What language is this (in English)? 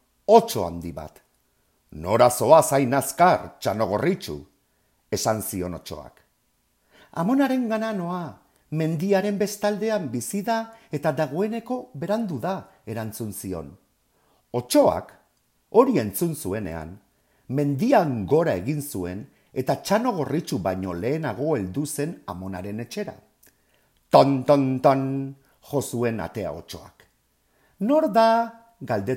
Basque